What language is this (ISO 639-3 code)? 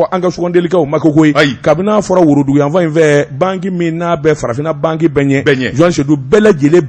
bam